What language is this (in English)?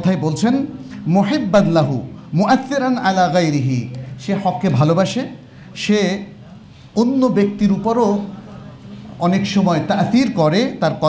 Bangla